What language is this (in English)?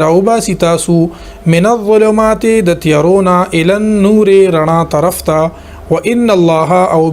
Pashto